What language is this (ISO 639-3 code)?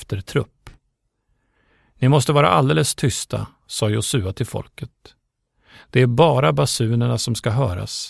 swe